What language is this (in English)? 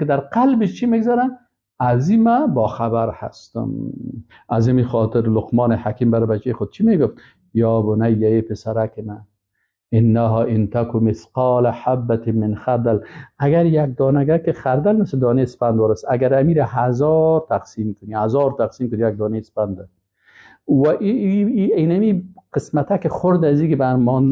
Persian